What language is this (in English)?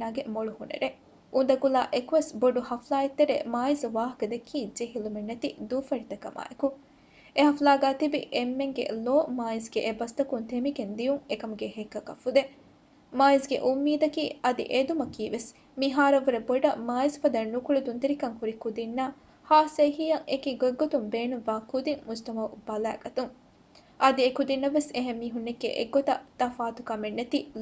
Divehi